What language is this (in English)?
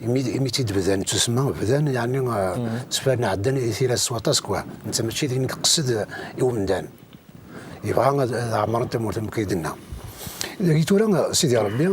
Kabyle